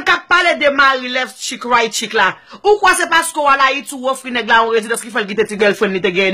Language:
Haitian Creole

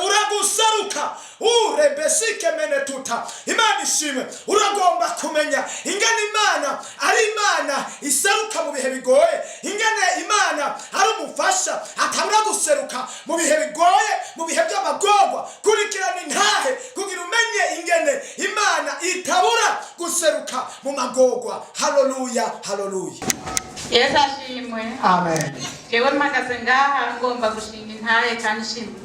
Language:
Rundi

